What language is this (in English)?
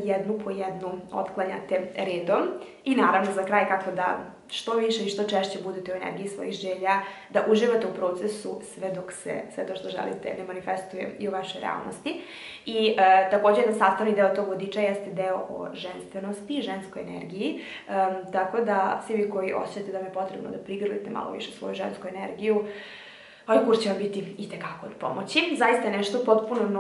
Serbian